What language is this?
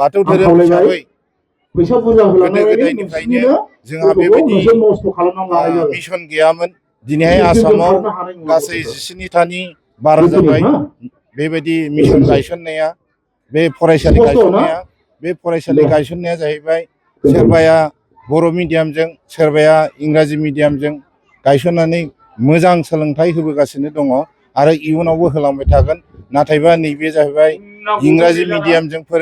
Bodo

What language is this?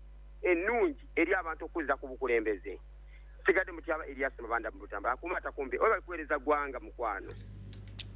Ganda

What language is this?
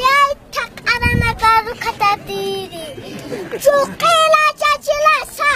Aymara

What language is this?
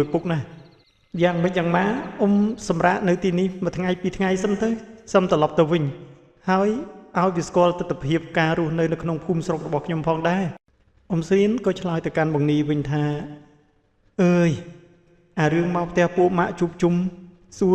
Khmer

